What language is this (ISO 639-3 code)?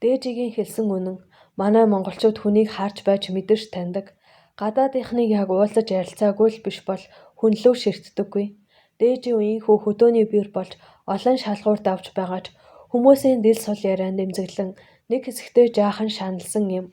mon